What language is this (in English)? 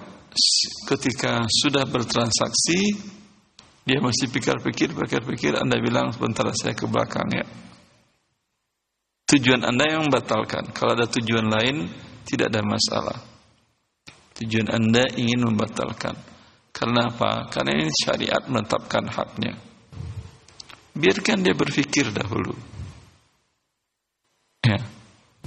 Indonesian